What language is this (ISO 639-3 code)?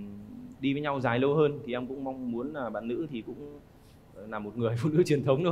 vie